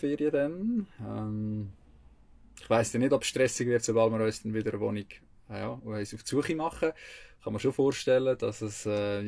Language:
Swiss German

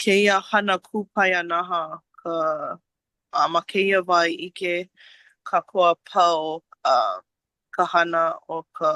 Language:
Hawaiian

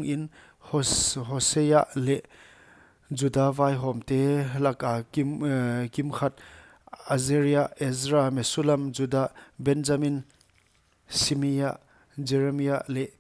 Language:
Paite Chin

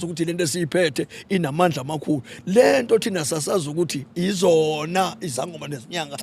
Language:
Zulu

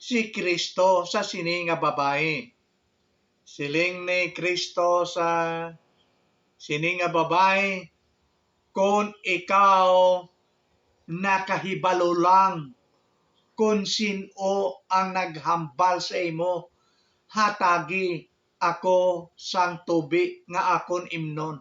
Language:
Hiligaynon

